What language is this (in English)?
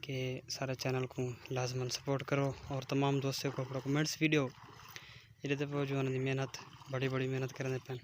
Saraiki